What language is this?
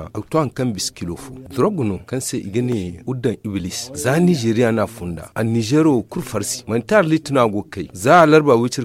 Zarma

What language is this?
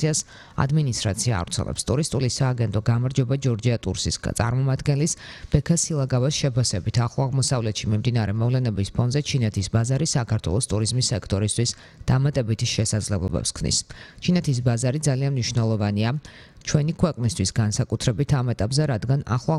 Georgian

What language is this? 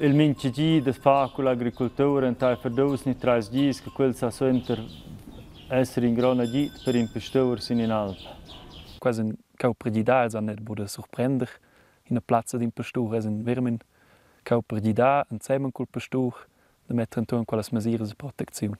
Romansh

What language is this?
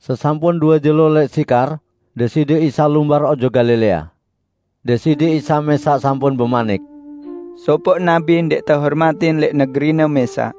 Sasak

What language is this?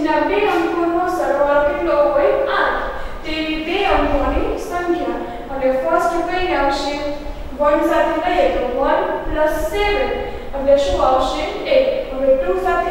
Gujarati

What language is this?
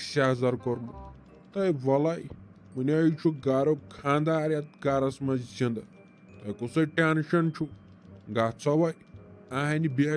Kashmiri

